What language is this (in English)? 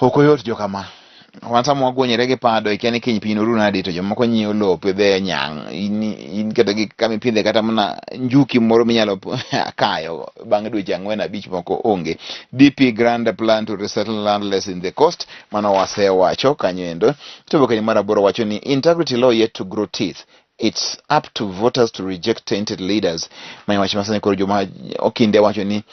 Luo (Kenya and Tanzania)